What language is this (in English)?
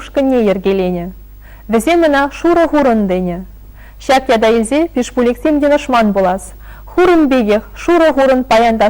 Chuvash